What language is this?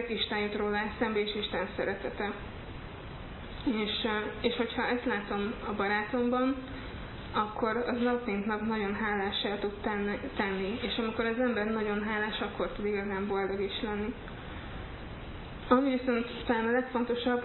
Hungarian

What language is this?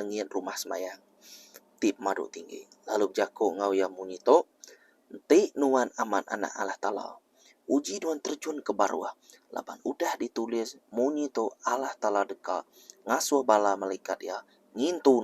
Iban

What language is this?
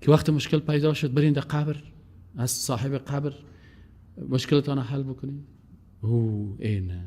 Persian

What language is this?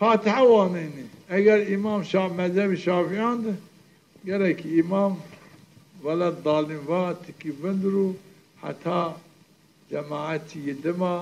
Zaza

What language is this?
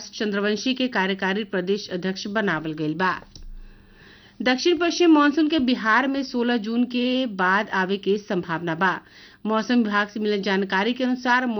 Bhojpuri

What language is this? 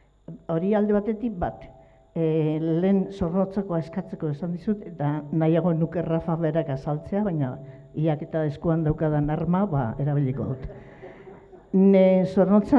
Basque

